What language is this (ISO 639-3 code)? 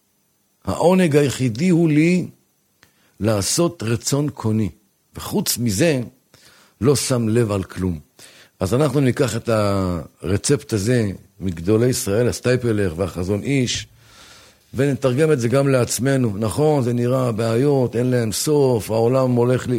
heb